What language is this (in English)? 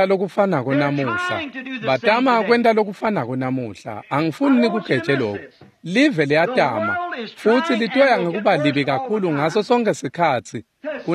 Swati